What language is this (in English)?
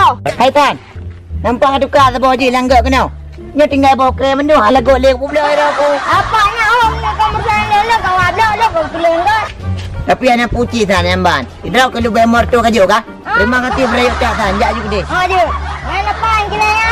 Achinese